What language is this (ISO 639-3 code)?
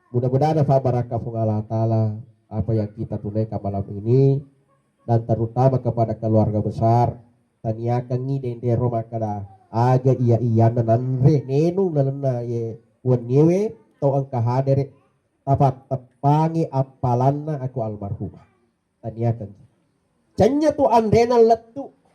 bug